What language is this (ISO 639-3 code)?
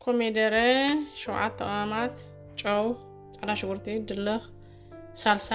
tir